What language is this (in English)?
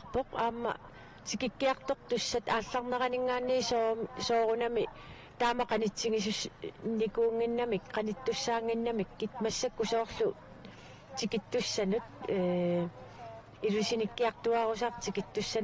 Kalaallisut